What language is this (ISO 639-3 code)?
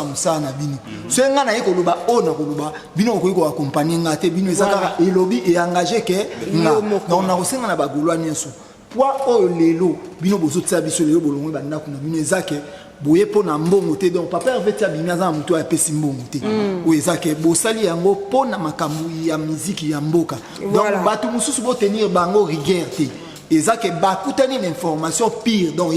lin